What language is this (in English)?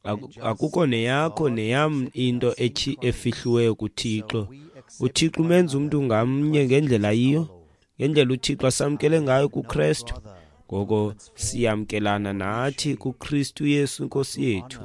Xhosa